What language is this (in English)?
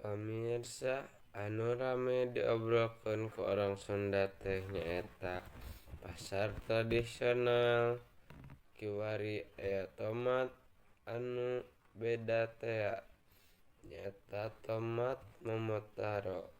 Sundanese